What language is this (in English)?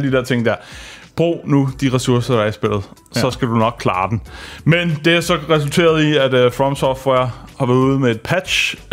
Danish